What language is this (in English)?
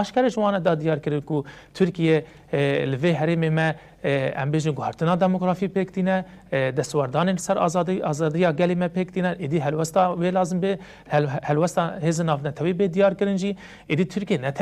Kurdish